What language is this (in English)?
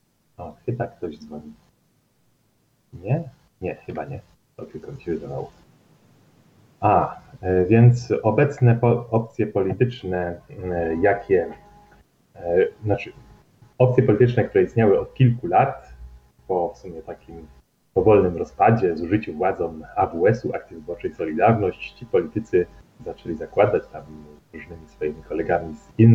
Polish